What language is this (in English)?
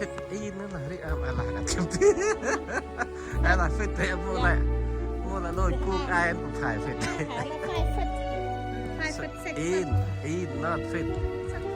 Central Mnong